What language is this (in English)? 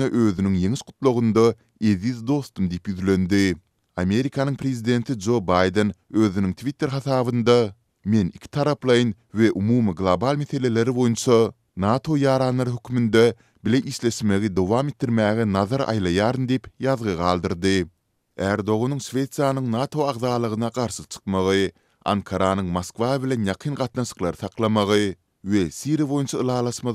Turkmen